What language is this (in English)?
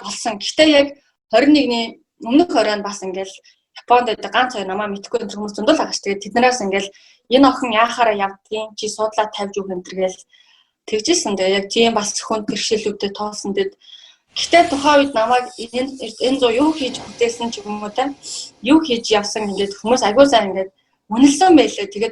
Mongolian